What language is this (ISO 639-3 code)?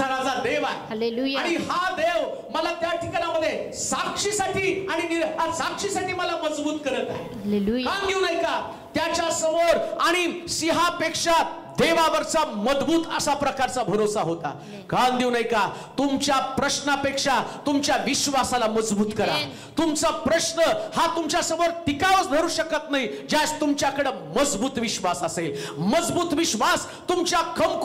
mar